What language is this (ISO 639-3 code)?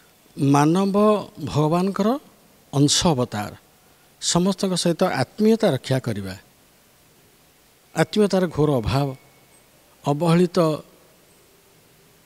ori